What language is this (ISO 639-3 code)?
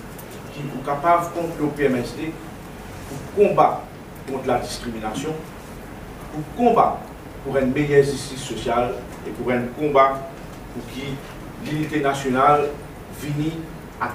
mfe